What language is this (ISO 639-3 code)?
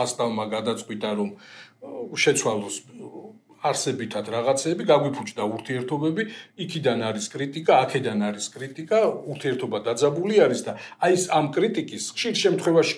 kat